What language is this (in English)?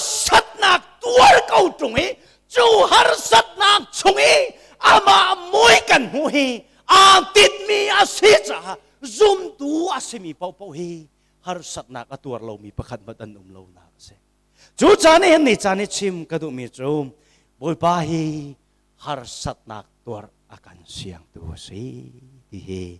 Hakha Chin